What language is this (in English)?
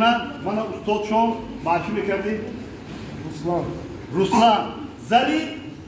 Tajik